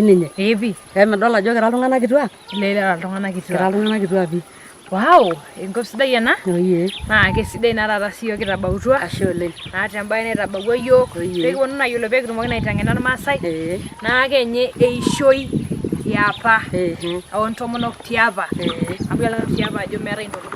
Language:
Masai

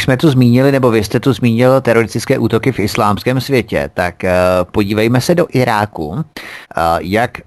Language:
Czech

